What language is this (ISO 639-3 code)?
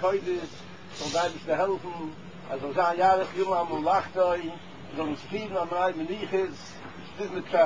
yid